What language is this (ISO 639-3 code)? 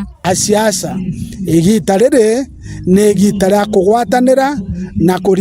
mer